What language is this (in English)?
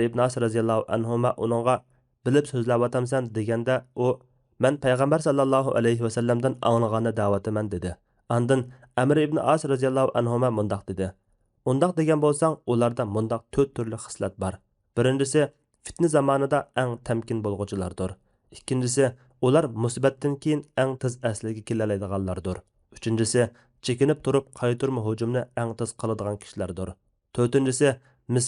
Uyghur